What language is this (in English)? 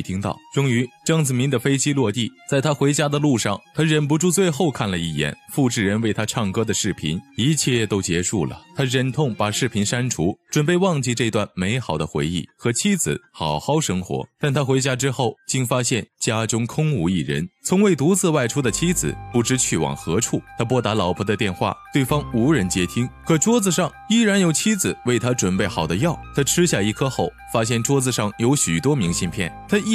Chinese